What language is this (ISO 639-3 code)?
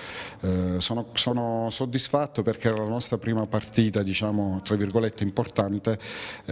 ita